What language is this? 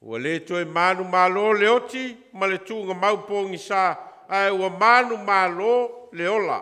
Samoan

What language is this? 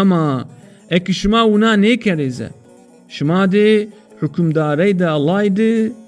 Zaza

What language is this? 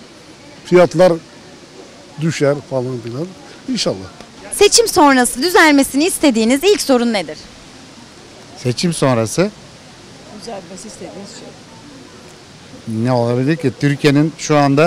Turkish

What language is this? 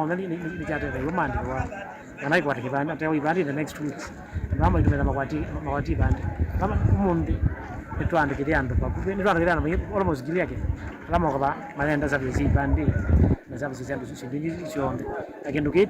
Kamba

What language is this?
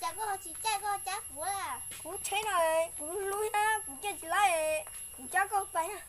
Hmong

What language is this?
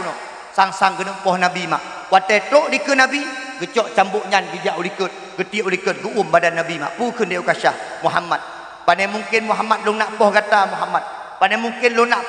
Achinese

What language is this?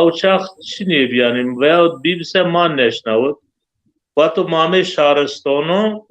Zaza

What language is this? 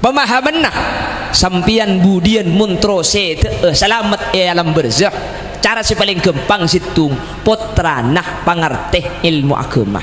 Madurese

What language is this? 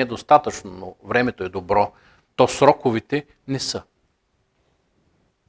Bulgarian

